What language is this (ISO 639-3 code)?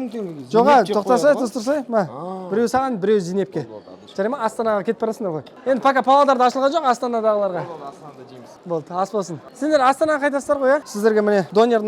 kaz